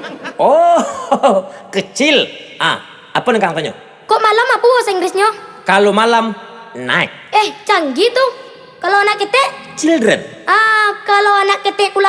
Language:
Minangkabau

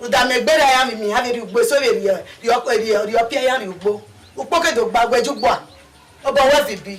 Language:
Bini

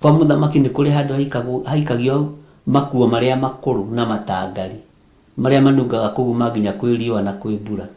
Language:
Kikuyu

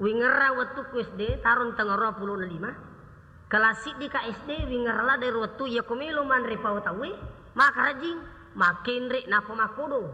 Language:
Buginese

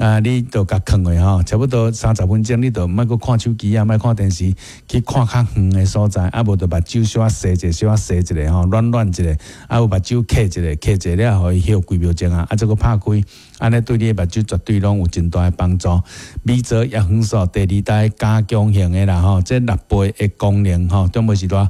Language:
Min Nan Chinese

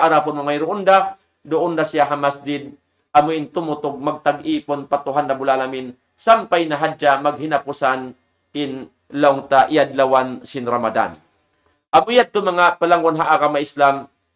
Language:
Tausug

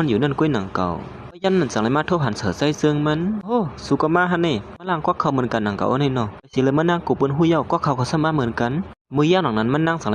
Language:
Shan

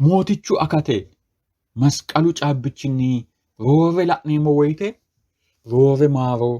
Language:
Sidamo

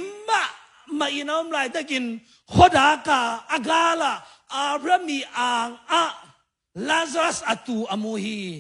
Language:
Tedim Chin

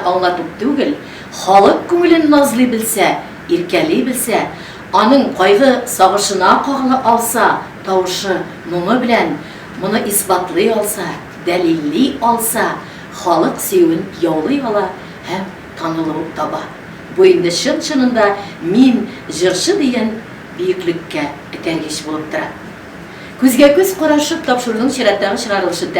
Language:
Tatar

